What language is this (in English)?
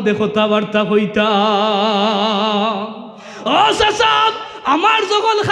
Sylheti